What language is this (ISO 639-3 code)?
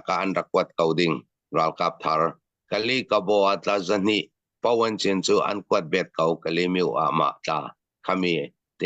cfm